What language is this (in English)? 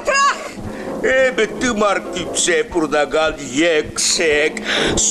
Chuvash